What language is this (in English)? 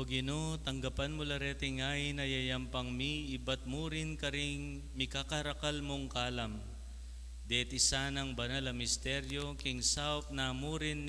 Pampanga